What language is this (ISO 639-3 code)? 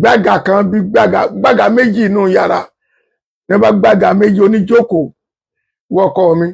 yor